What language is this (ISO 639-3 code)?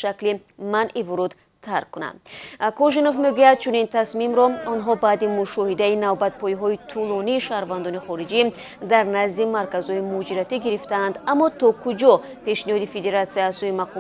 tgk